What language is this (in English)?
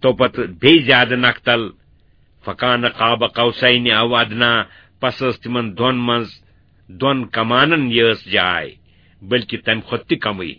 Kashmiri